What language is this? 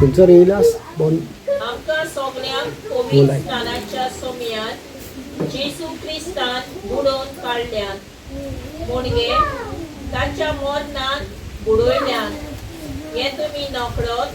Konkani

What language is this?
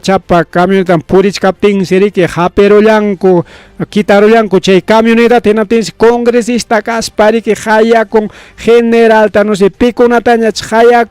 Ayacucho Quechua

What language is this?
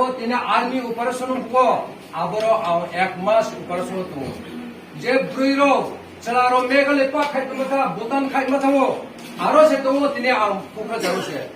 Kok Borok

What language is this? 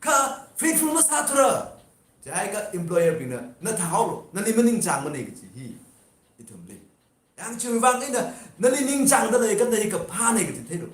Tangkhul Naga (India)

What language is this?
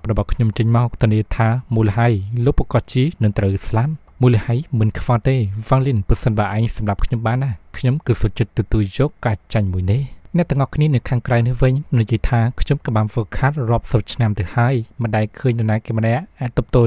Khmer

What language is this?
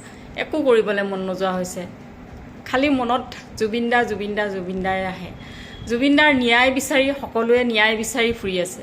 Assamese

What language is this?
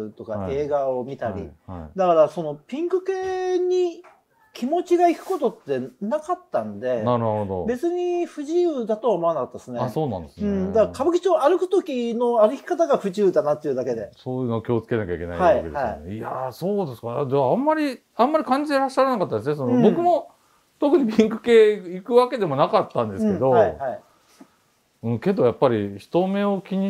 Japanese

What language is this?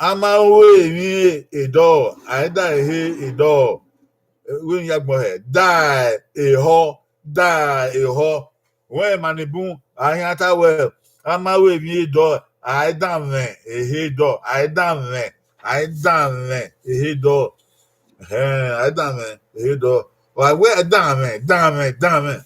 Bini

